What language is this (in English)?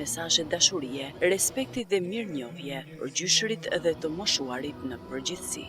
Albanian